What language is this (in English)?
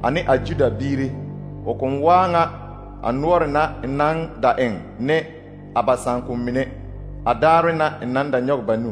Southern Dagaare